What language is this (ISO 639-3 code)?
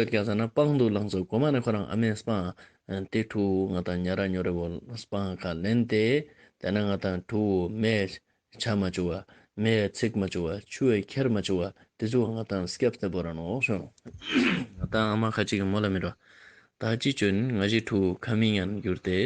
lbj